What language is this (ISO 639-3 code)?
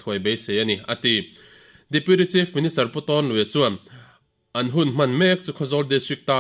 lus